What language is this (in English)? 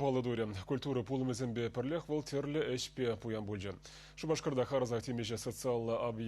Chuvash